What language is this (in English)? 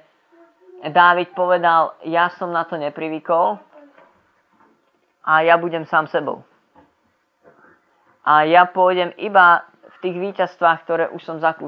Slovak